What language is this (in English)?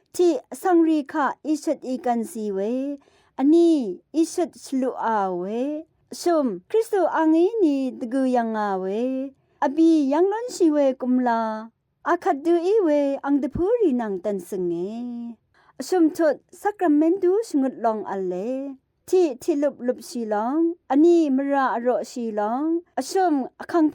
Rawang